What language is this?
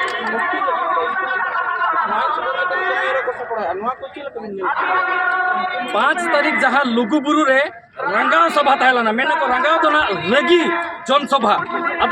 Santali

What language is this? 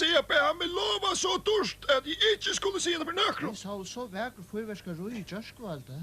Faroese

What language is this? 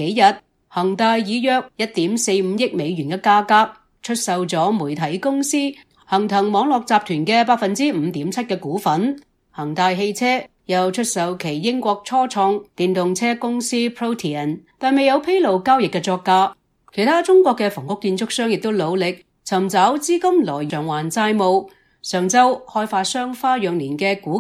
Cantonese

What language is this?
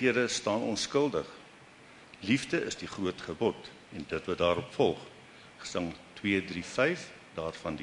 Afrikaans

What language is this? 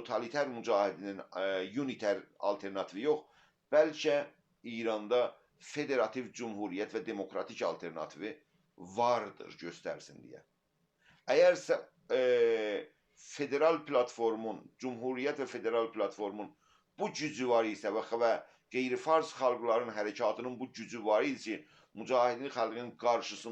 South Azerbaijani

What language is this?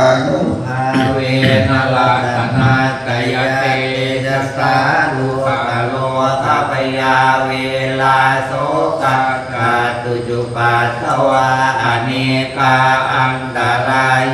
Pali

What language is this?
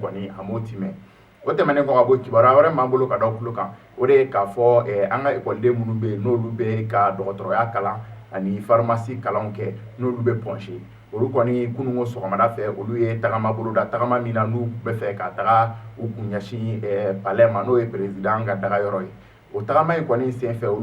Bambara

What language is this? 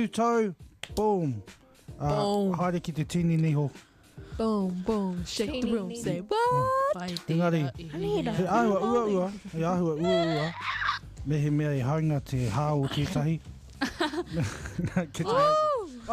Māori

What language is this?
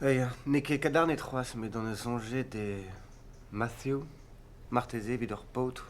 Breton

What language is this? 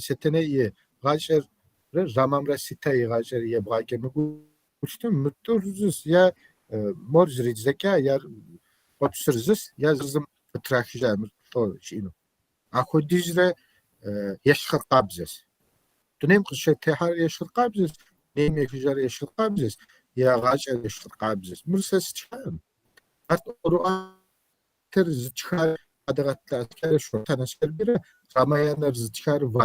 Kabardian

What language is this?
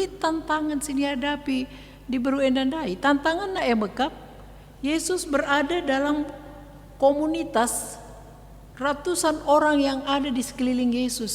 Batak Karo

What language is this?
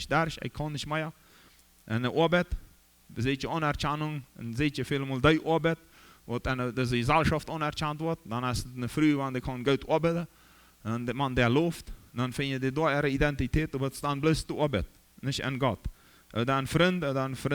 Plautdietsch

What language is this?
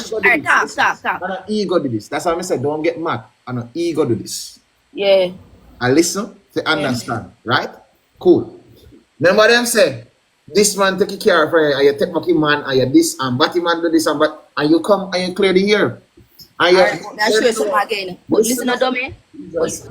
Jamaican Creole English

